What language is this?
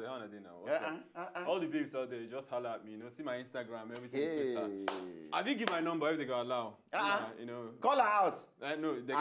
Nigerian Pidgin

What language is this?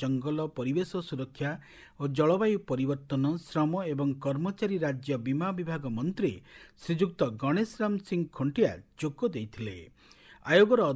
Odia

